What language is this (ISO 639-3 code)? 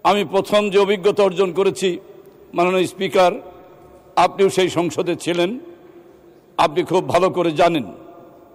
ben